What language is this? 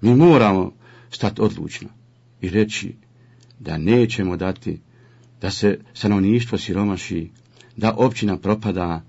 Bosnian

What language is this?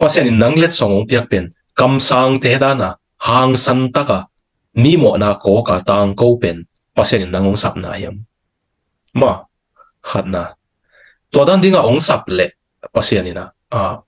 Tedim Chin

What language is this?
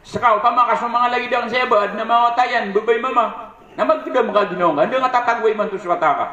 Maranao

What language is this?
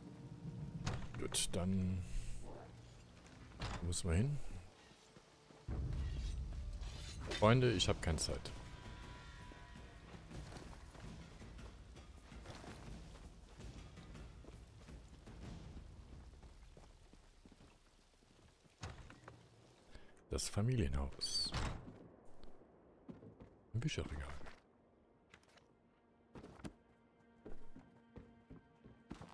German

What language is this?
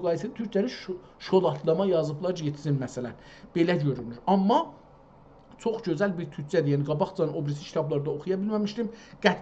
South Azerbaijani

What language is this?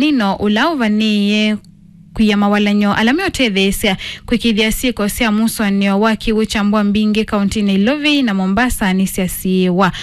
Kamba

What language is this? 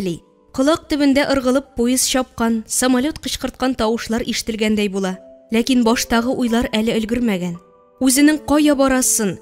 Tatar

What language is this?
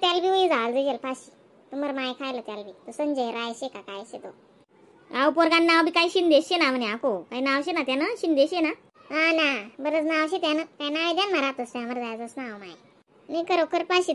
Khandesi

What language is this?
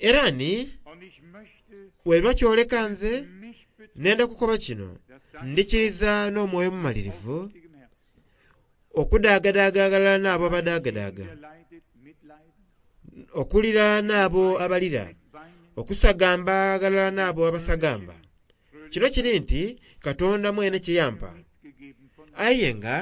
Soga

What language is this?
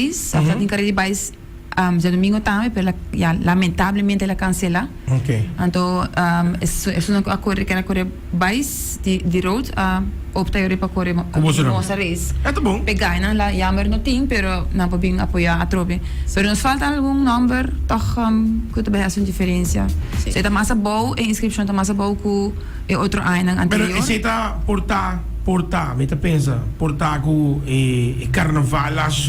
Papiamento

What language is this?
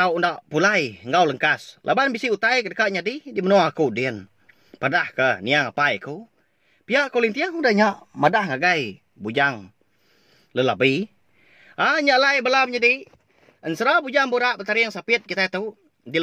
Iban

